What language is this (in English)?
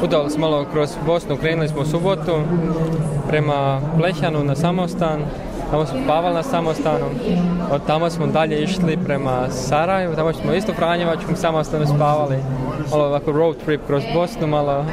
Croatian